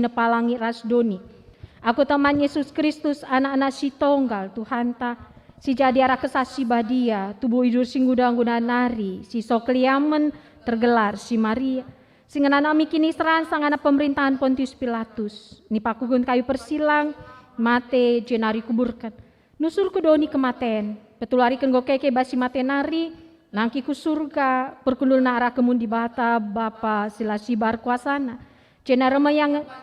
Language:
Batak Karo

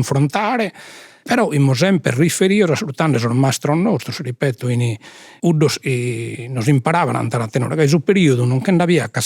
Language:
Sardinian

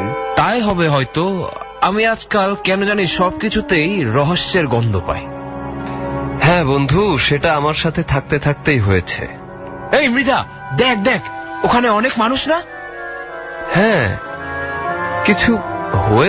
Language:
Bangla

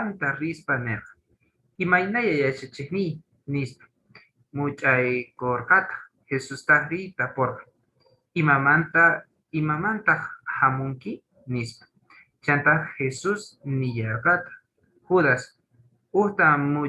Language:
Quechua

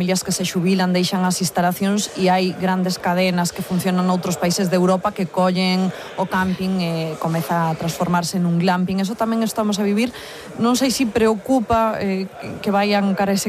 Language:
Galician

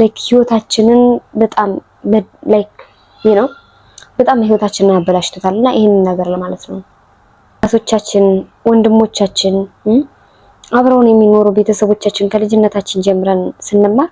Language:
Amharic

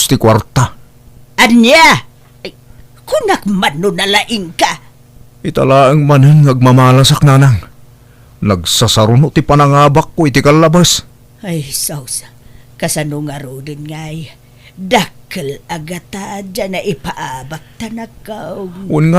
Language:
Iloko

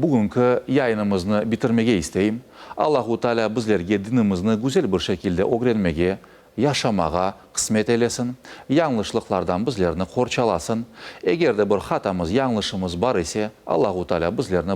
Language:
Crimean Tatar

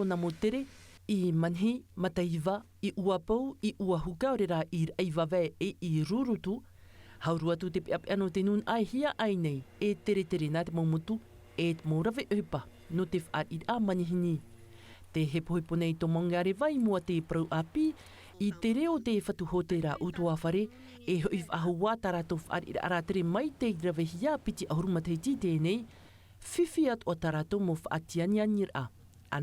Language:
Tahitian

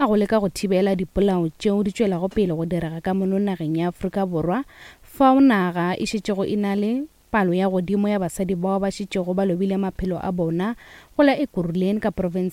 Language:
Northern Sotho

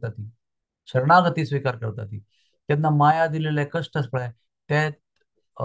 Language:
Konkani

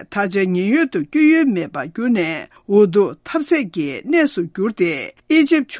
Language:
Tibetan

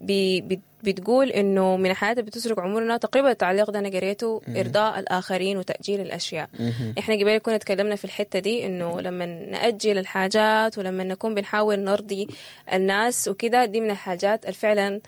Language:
Sudanese Arabic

